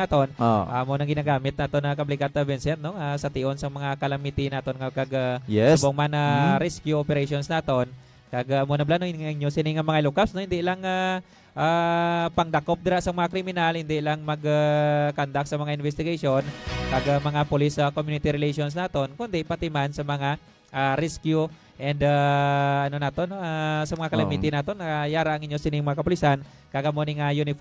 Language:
Hiligaynon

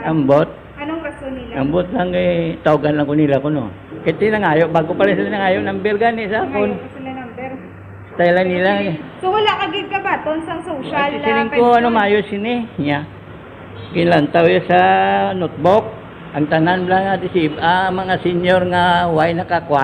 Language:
Hiligaynon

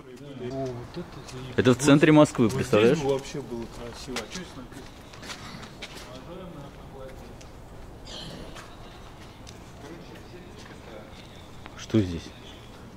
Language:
Russian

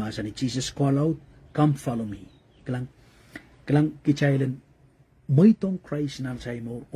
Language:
Pohnpeian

